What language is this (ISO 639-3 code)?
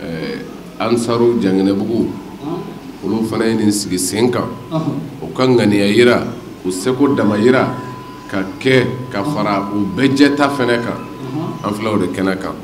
bam